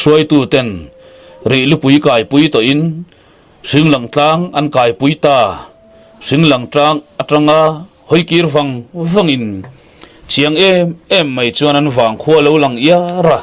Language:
Mizo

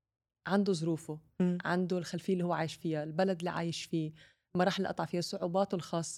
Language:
North Levantine Arabic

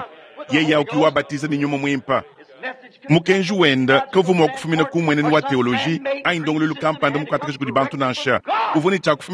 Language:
Luba-Lulua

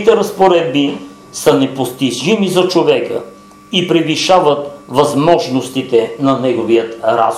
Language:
Bulgarian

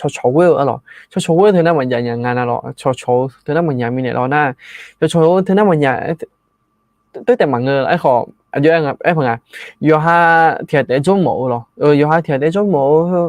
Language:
Akha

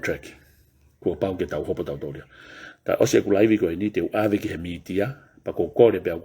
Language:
Tongan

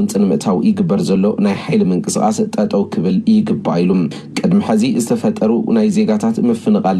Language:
Tigrinya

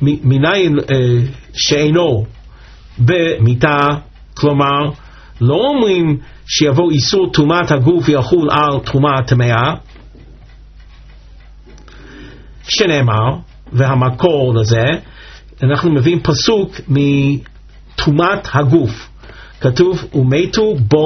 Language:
Hebrew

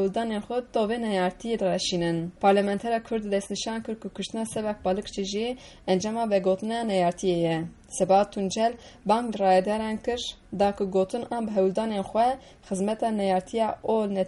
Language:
Kurdish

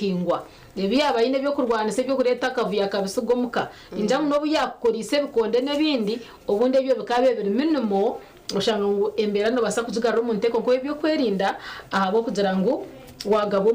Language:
Nyankole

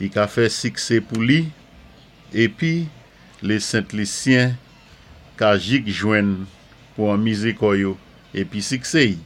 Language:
Saint Lucian Creole French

